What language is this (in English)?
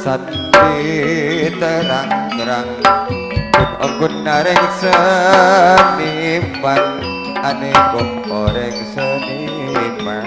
Madurese